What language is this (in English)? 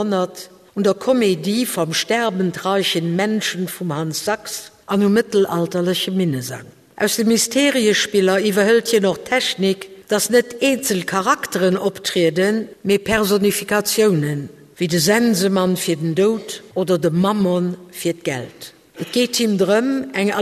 Luxembourgish